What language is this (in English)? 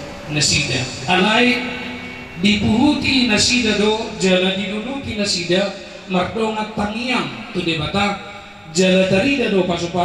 Batak Toba